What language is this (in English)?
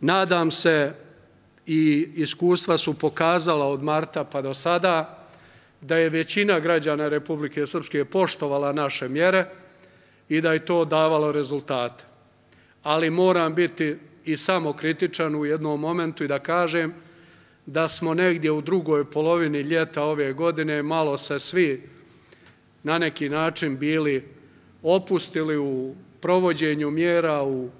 Serbian